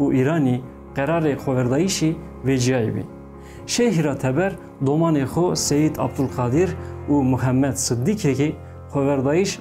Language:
Zaza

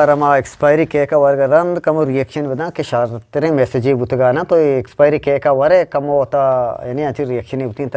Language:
Eastern Balochi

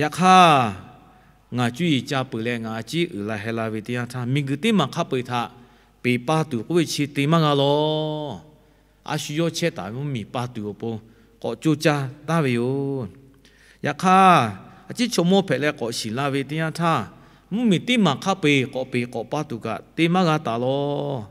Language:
Lahu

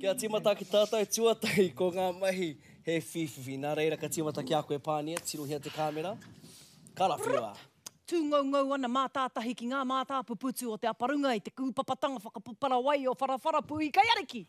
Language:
Māori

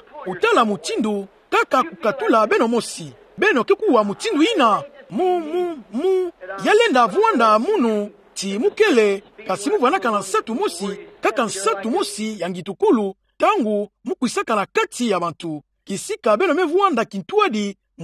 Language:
Kituba (Democratic Republic of Congo)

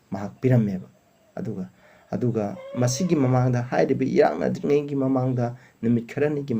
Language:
Manipuri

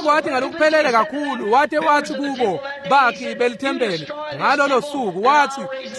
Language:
Swati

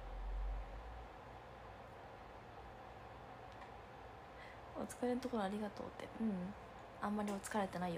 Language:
Japanese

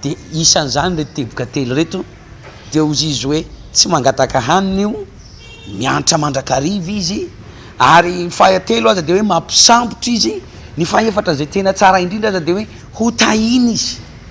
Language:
Malagasy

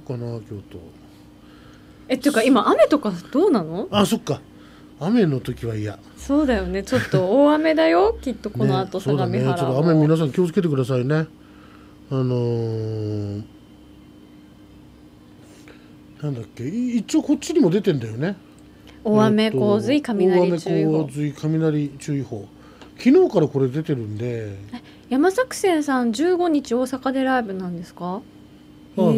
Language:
Japanese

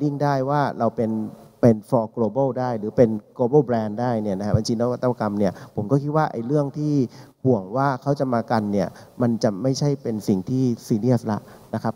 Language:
Thai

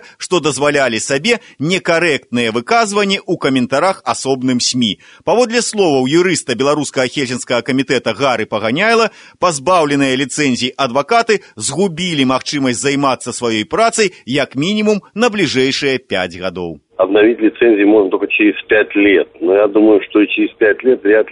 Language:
Belarusian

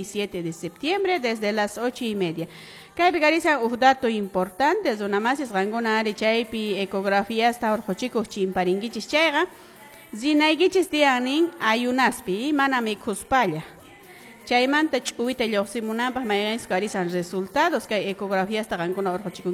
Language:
Quechua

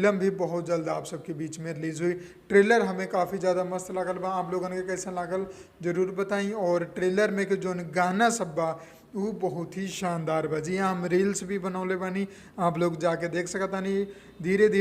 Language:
Bhojpuri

